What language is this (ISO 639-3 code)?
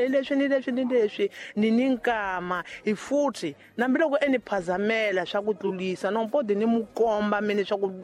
tso